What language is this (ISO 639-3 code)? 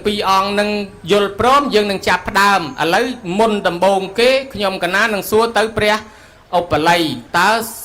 khm